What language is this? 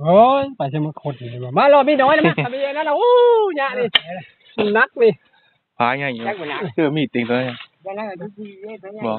Northeastern Thai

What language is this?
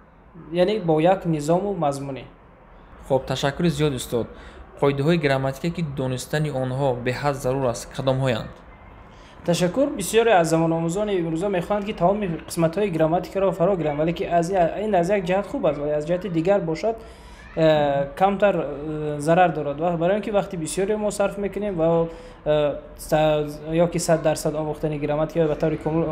Tajik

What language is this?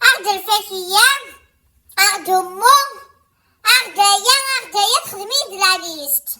Kabyle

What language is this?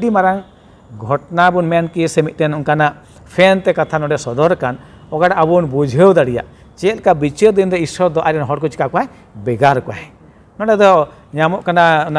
Santali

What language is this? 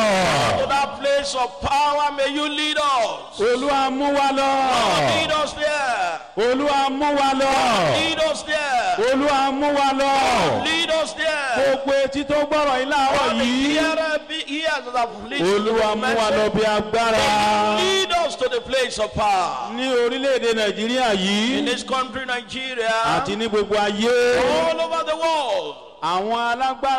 Yoruba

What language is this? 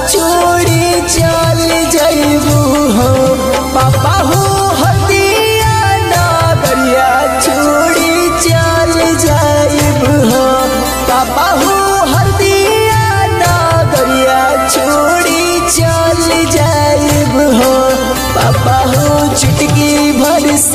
Bhojpuri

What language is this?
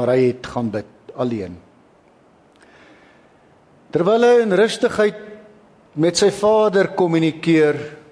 Afrikaans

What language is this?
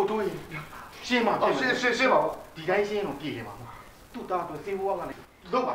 Burmese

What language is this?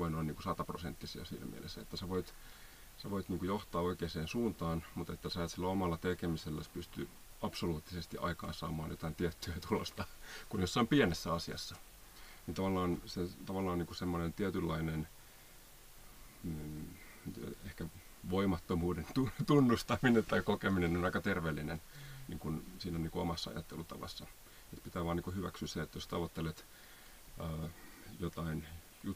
Finnish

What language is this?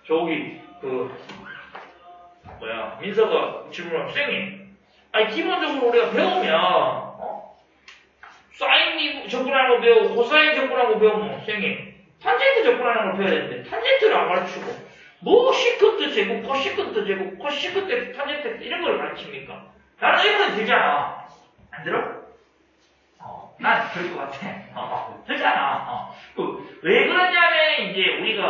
Korean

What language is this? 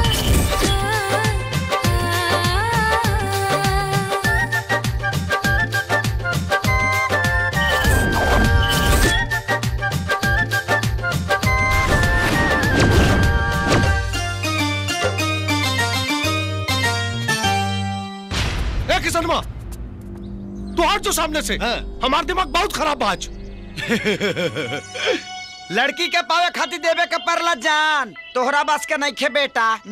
Bhojpuri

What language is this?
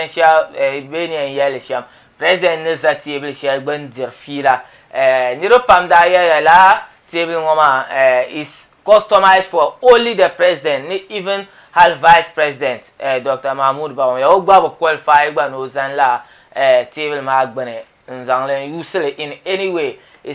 Dagbani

